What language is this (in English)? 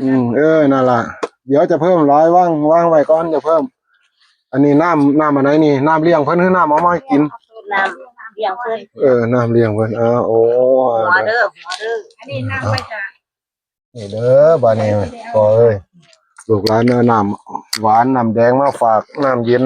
Northeastern Thai